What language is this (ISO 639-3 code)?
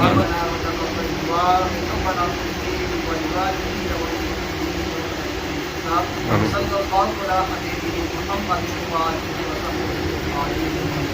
phr